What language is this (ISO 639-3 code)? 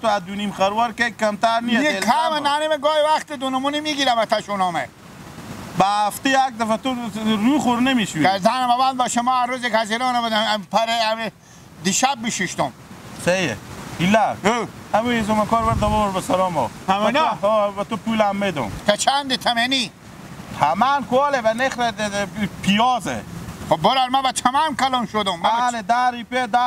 fas